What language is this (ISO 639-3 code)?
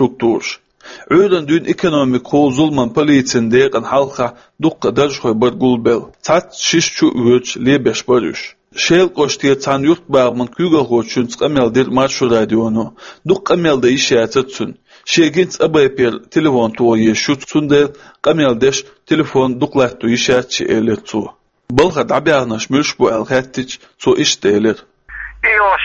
che